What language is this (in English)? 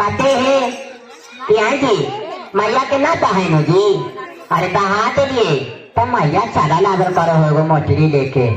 Magahi